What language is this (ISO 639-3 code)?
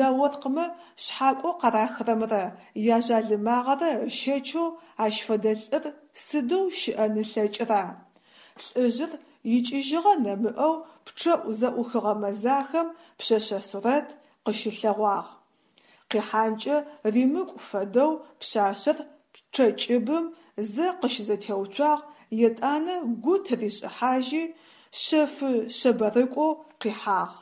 ady